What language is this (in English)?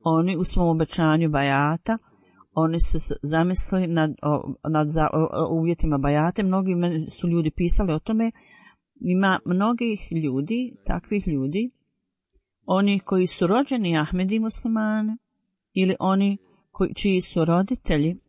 Bosnian